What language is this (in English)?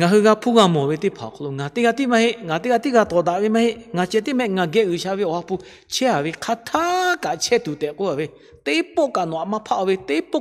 Lahu